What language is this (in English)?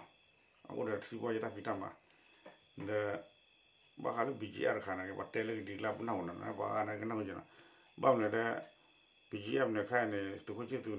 S'gaw Karen